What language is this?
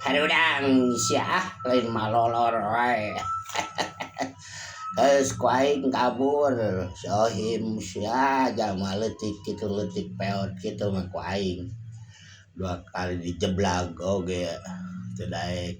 Sundanese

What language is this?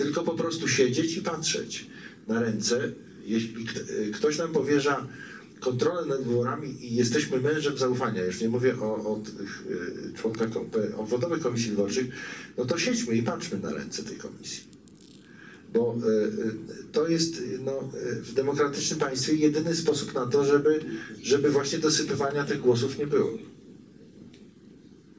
Polish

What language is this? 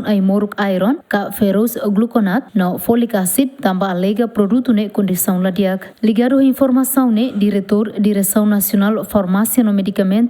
Tetum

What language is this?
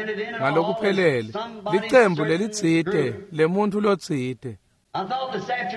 Swati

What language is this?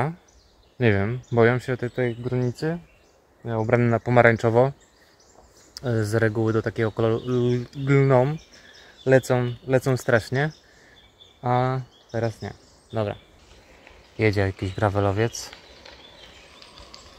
Polish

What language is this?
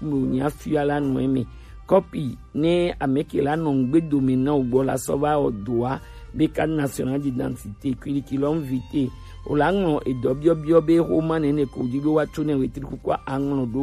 Gen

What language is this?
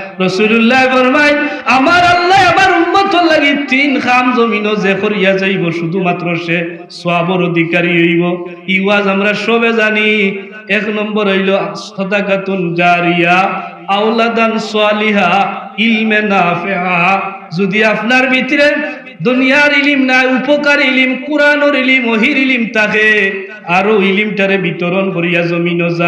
Sylheti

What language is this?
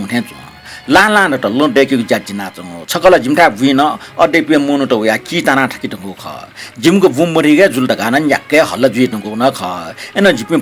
Newari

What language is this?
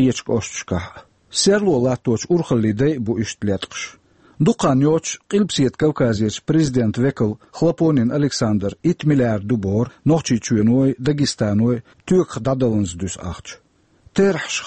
Chechen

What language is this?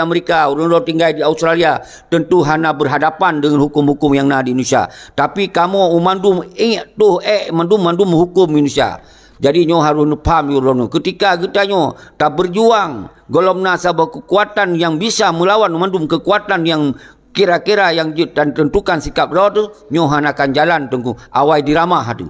Achinese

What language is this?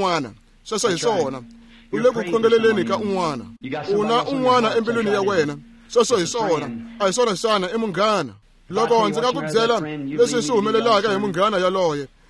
Tsonga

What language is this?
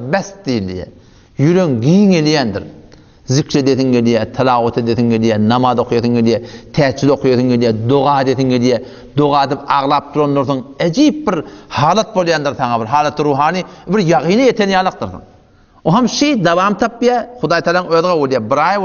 Turkmen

